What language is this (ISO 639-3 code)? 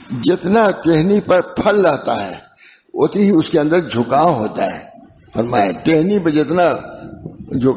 urd